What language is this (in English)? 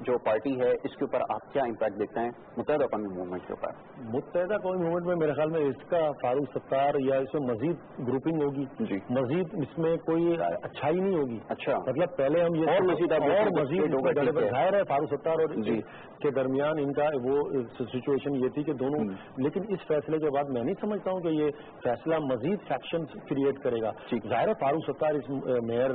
Urdu